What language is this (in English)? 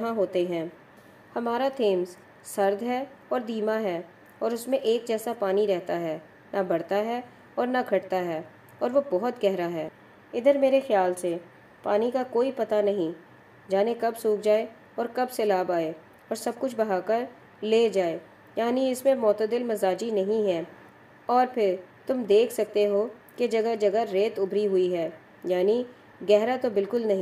Urdu